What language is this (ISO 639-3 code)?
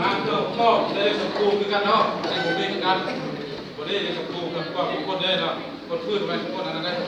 lao